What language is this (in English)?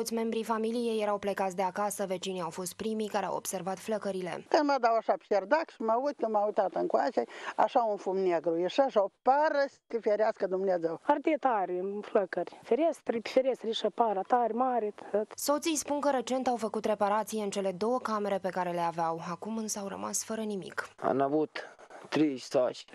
Romanian